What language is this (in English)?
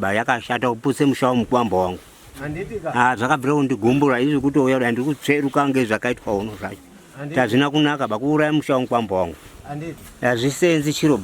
Shona